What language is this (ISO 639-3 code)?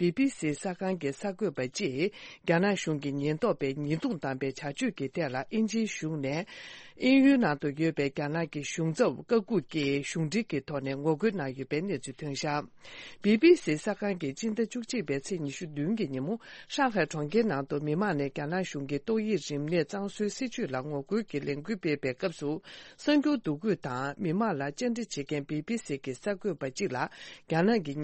bod